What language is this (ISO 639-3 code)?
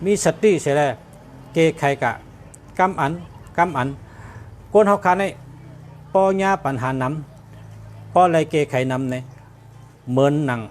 shn